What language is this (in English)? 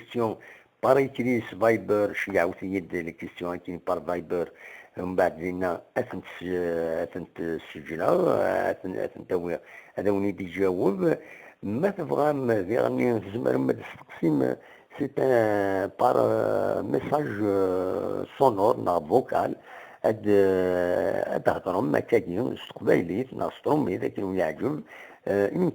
Kabyle